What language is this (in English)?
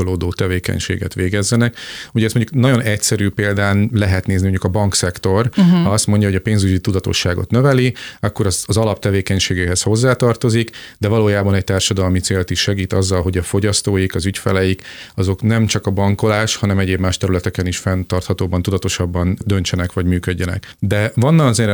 Hungarian